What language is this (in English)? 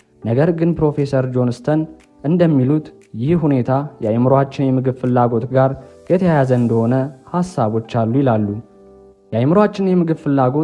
Amharic